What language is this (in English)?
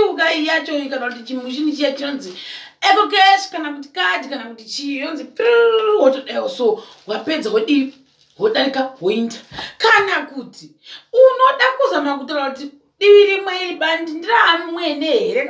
Shona